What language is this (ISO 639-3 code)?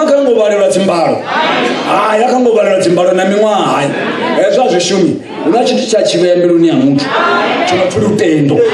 ven